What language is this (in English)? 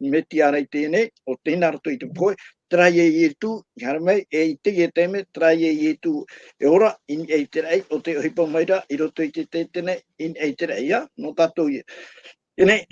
Tahitian